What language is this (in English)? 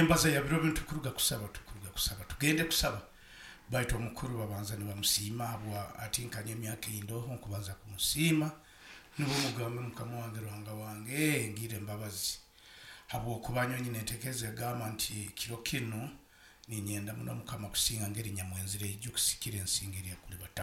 Nyoro